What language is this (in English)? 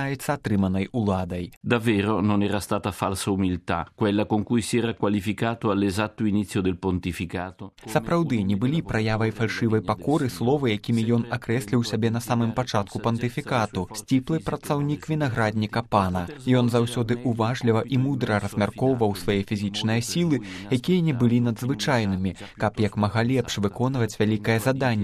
Belarusian